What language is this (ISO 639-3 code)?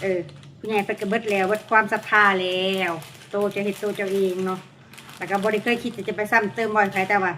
lao